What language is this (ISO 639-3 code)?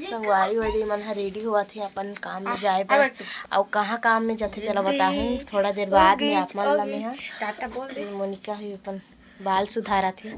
hne